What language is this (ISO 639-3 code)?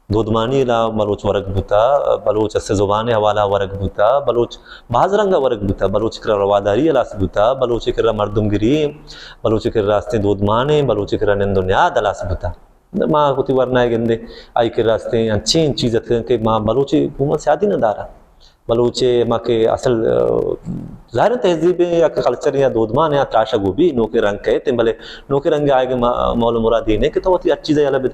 bal